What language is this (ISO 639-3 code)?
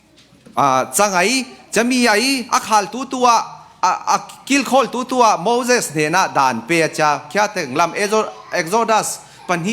cfm